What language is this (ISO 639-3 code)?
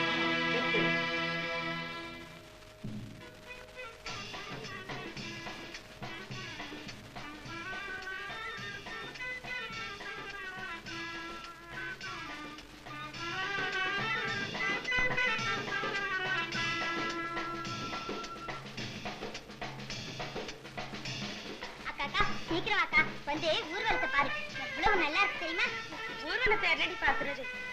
tam